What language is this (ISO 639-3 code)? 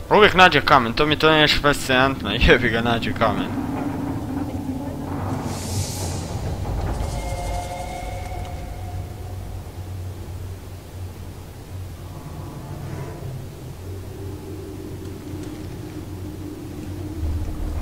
hrv